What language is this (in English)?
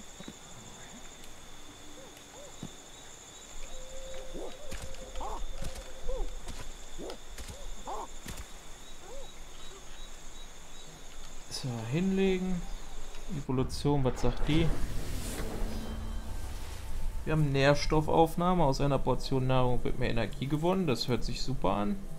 German